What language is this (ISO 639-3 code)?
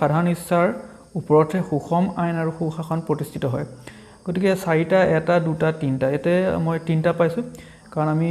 asm